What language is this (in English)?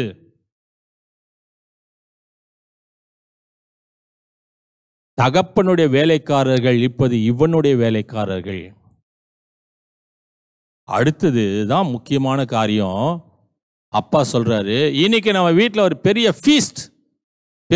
Tamil